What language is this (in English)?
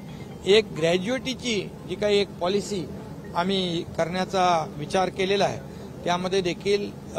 Marathi